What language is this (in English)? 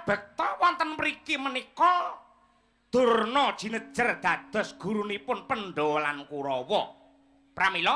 Javanese